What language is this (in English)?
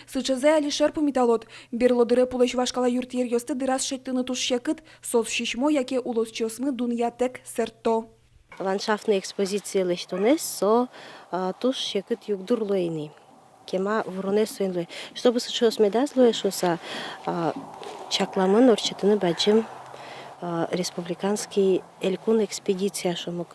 Udmurt